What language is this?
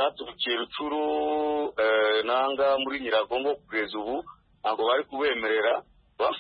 Kinyarwanda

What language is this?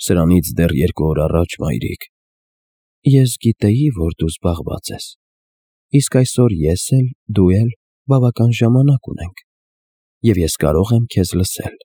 Armenian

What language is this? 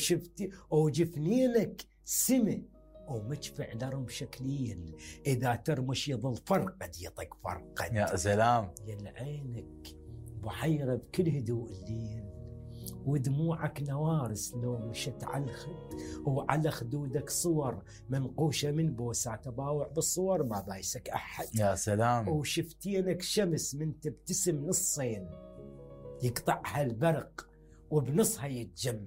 Mesopotamian Arabic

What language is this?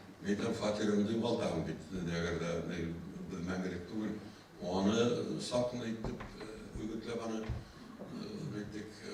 Bashkir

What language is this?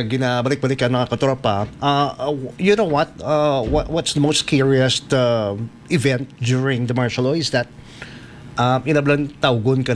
Hiligaynon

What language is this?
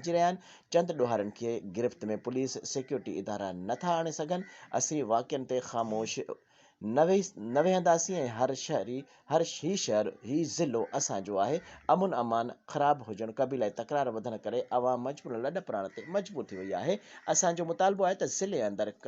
Sindhi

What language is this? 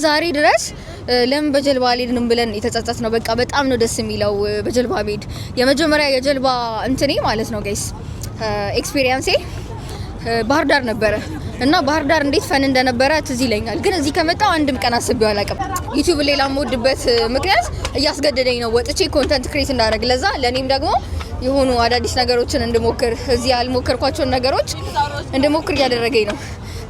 Amharic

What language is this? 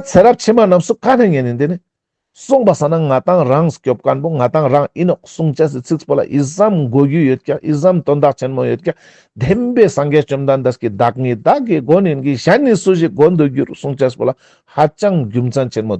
Ladakhi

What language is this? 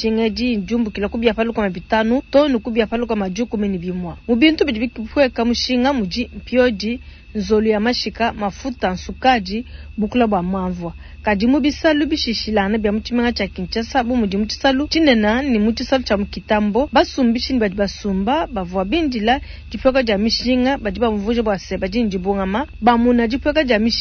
Luba-Lulua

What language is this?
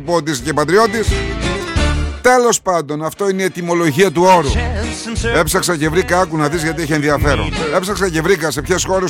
Greek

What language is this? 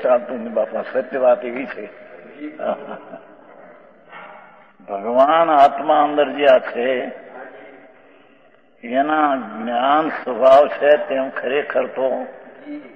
Gujarati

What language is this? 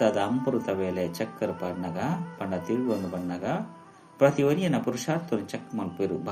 Tulu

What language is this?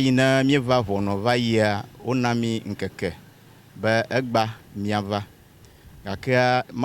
Ewe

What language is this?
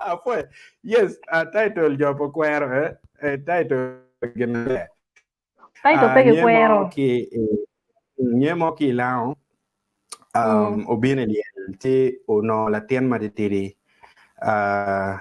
Acoli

